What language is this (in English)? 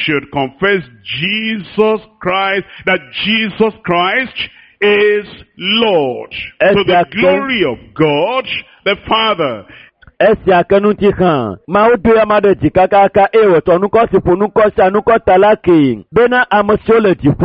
Ewe